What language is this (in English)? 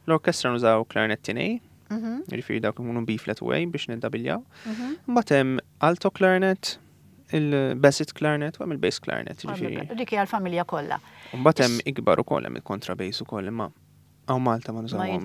Maltese